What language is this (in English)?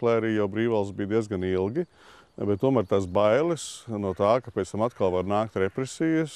Latvian